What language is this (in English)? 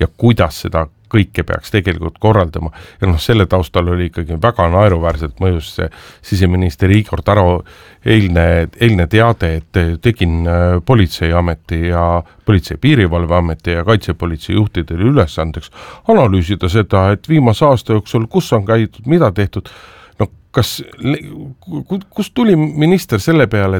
Estonian